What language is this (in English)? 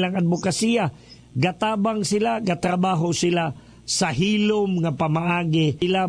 Cebuano